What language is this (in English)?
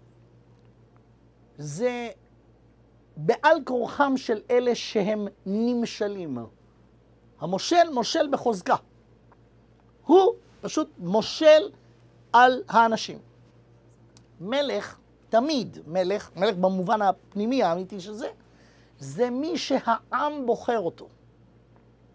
Hebrew